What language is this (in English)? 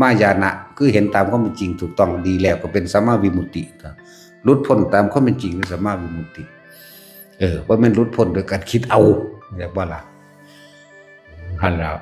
Northeastern Thai